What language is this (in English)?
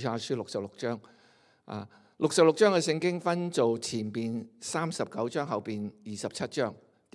Cantonese